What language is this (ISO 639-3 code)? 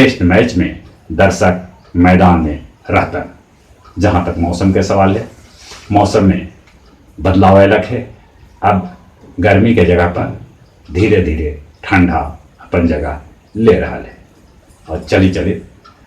mag